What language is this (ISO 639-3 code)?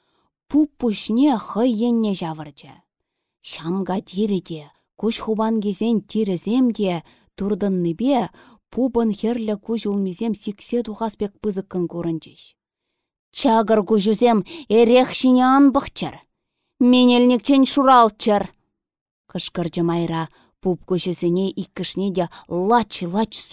chv